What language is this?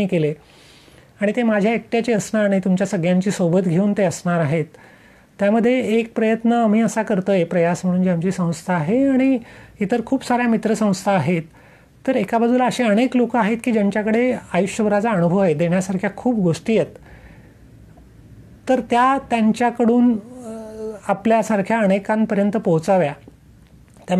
Marathi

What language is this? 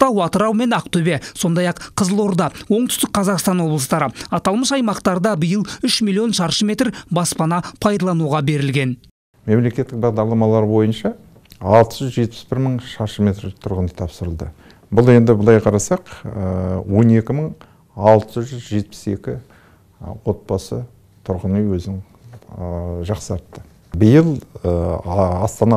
Kazakh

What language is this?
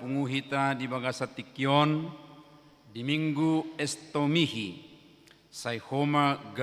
Batak Toba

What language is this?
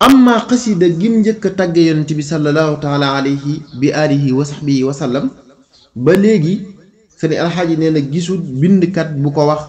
Wolof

